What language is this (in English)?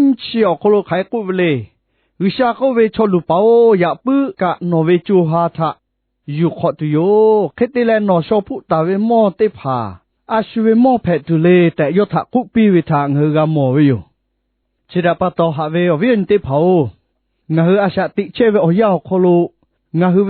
Lahu